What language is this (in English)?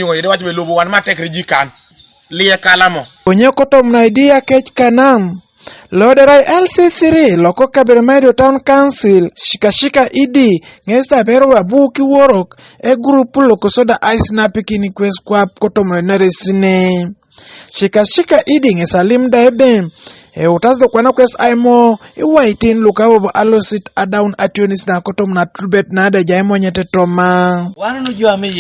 Teso